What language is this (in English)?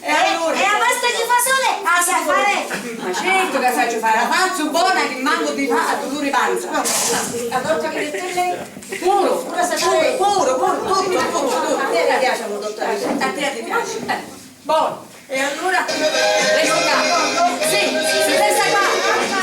Sicilian